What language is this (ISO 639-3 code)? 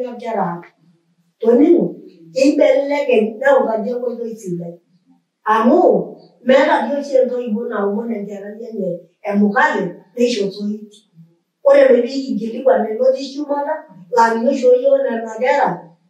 mas